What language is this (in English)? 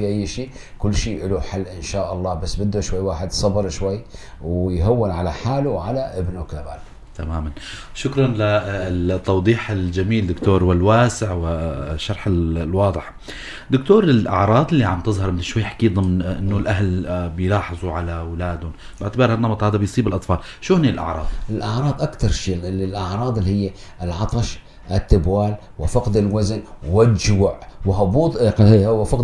North Levantine Arabic